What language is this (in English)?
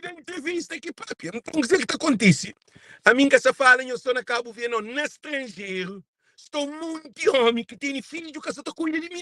Kabuverdianu